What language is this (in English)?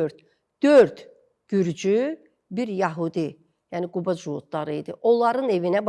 Azerbaijani